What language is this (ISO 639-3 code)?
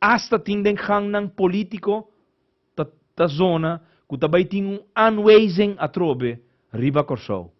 pap